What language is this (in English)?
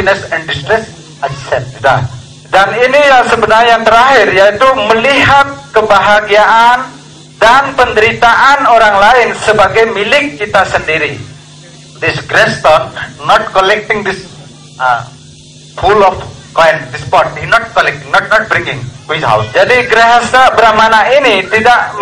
Indonesian